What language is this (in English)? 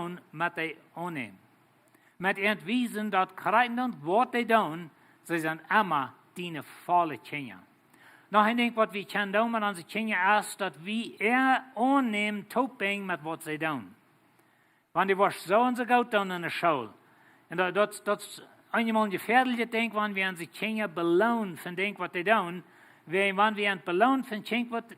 Plautdietsch